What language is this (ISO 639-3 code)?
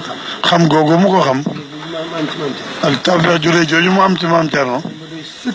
wol